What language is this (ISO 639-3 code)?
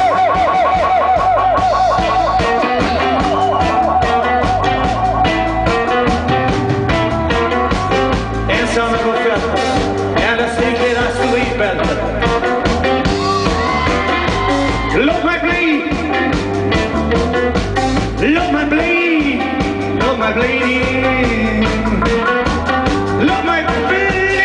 swe